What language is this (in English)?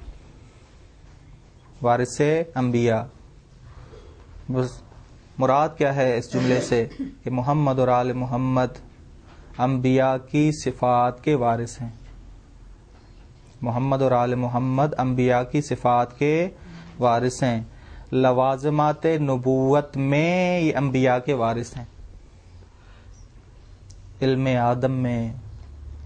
Urdu